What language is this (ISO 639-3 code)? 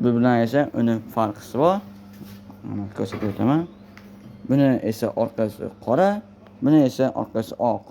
uzb